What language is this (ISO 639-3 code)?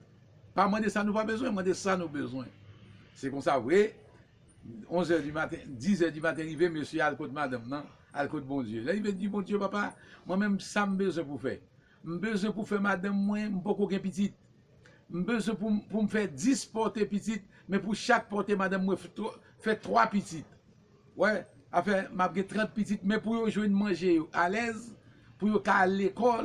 hat